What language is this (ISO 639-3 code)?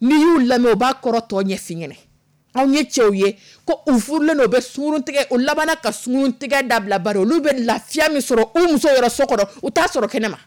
dyu